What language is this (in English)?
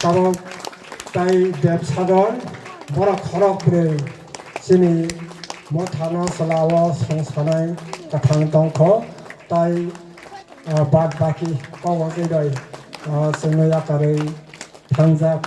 Kok Borok